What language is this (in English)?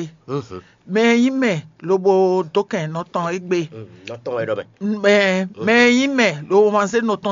Fon